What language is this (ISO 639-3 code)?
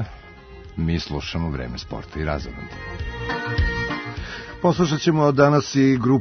srp